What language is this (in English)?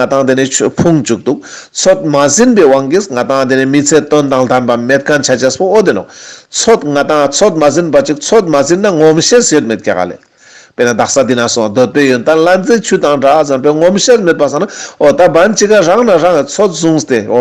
Ladakhi